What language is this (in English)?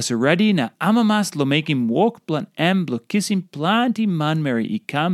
Tok Pisin